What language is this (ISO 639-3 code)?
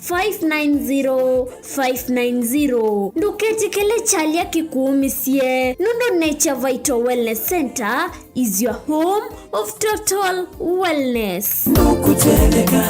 kam